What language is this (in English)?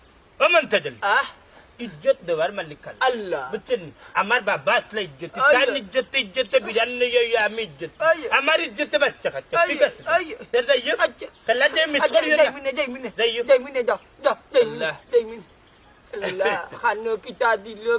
Sylheti